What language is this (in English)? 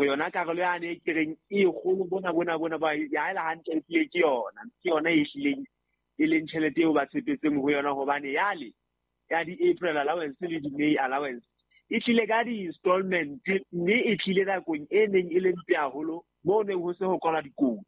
Southern Sotho